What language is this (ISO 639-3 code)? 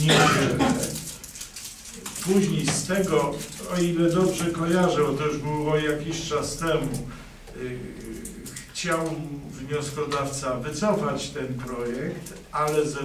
pol